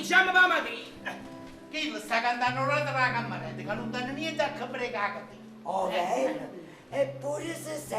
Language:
Neapolitan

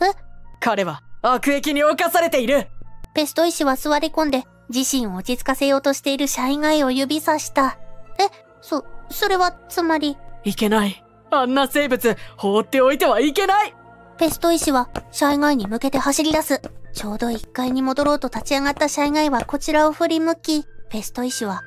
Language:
Japanese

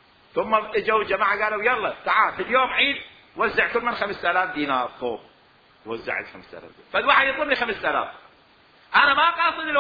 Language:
Mesopotamian Arabic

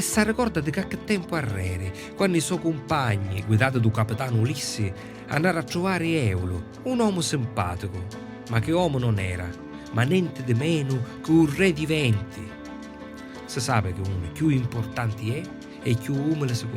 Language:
Sicilian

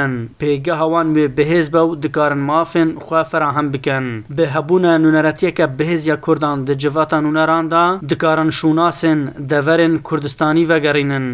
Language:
Kurdish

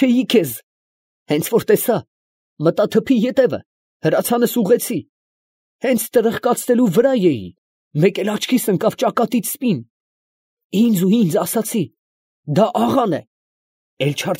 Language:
Armenian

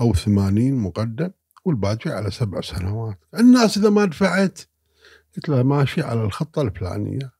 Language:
Gulf Arabic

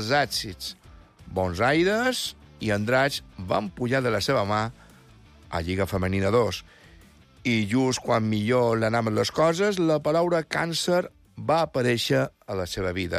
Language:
Catalan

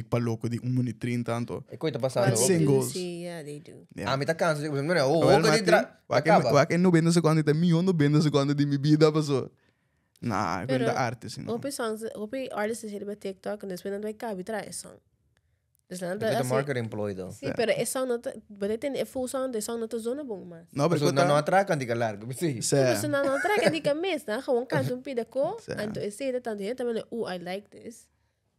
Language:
Papiamento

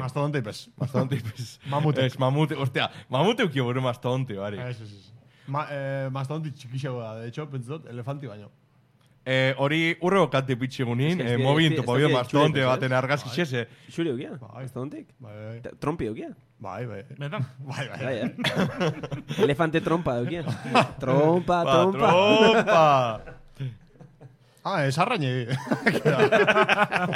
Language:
Basque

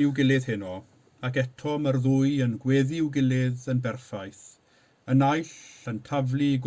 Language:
Welsh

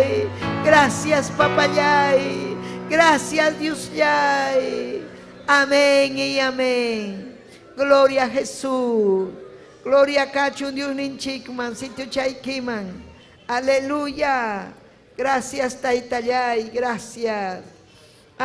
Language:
Ayacucho Quechua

